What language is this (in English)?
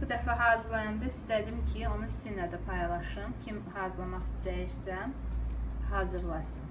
Azerbaijani